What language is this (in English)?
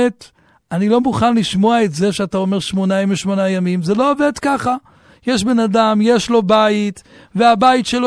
Hebrew